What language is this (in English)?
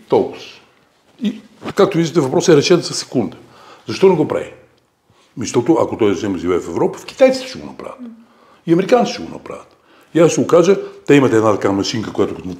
Bulgarian